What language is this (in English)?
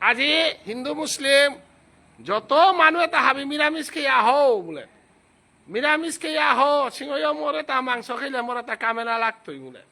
Bishnupriya